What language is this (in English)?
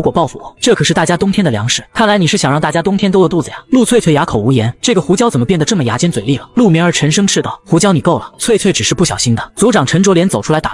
Chinese